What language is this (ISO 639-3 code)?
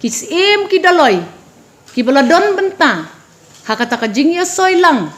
kha